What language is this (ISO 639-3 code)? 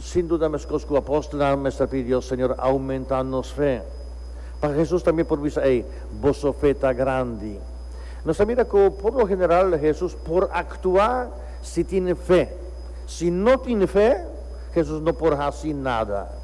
pap